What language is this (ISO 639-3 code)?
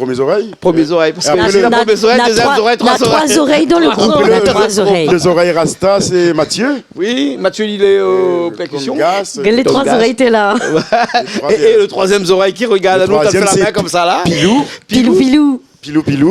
rcf